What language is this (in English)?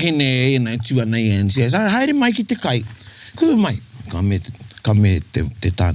Māori